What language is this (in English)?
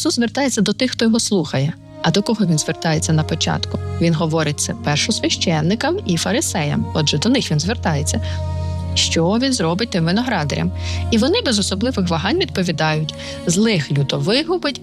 Ukrainian